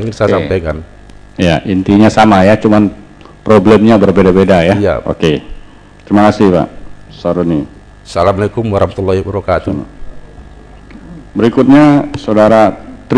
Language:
Indonesian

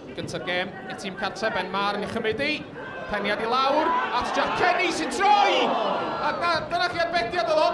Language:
Welsh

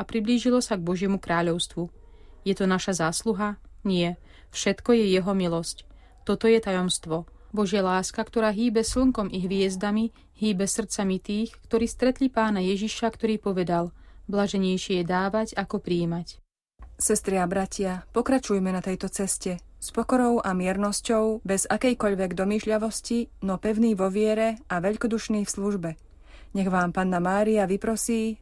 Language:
Slovak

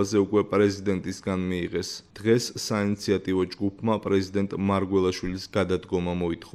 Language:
Georgian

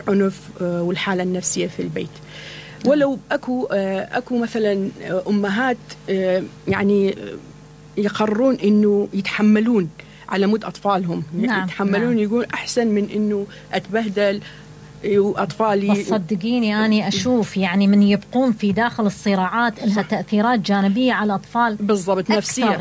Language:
Mesopotamian Arabic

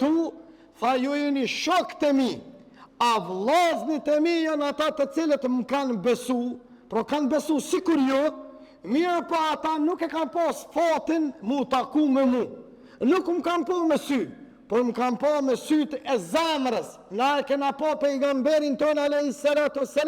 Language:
Albanian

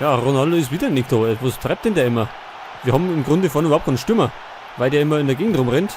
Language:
Bavarian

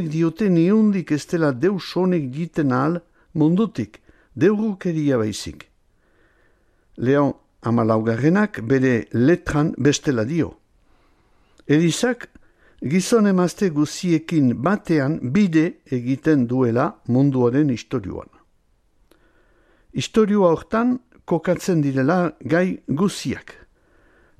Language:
Basque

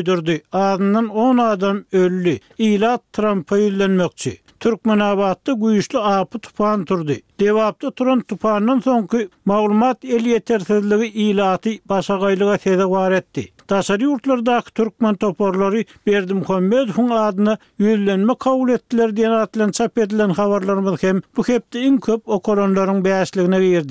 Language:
Turkmen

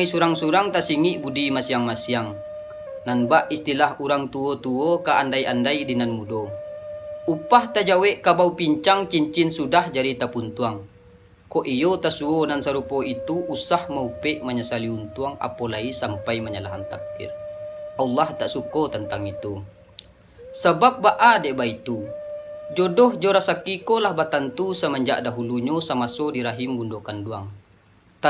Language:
Minangkabau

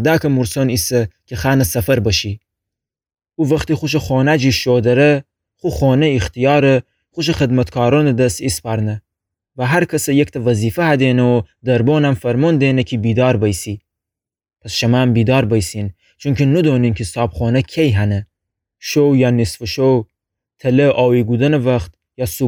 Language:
Gilaki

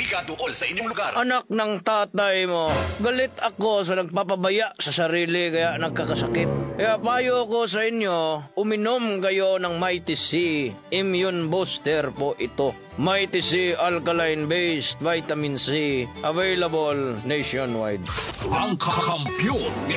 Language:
Filipino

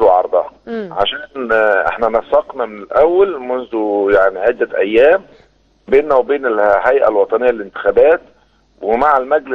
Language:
Egyptian Arabic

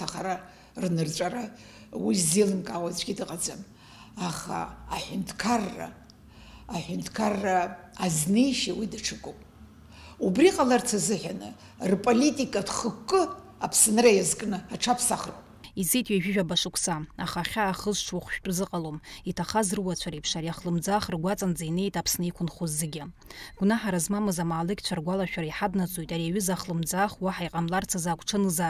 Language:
Abkhazian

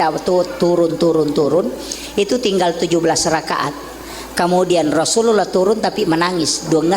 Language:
Buginese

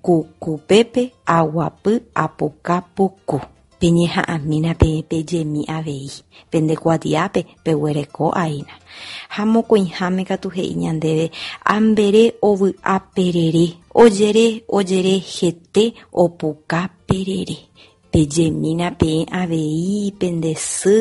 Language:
Guarani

